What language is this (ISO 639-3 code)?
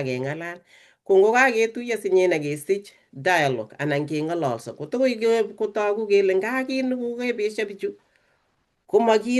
kln